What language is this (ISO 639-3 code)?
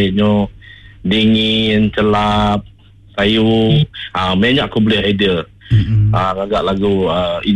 iba